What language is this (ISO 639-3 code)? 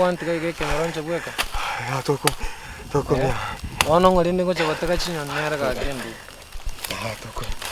guz